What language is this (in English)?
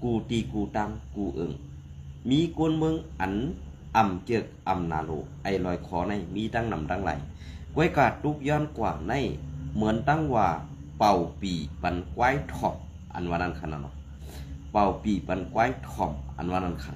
Shan